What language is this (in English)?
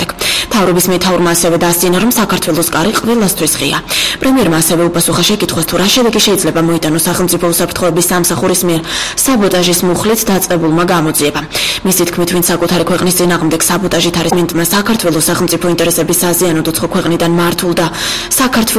Georgian